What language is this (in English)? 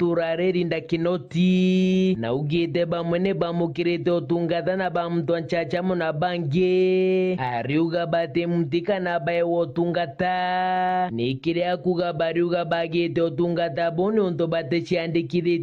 Meru